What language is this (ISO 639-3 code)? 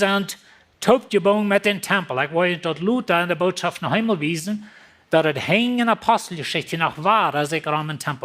pdt